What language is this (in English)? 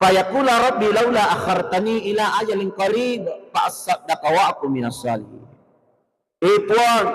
Buginese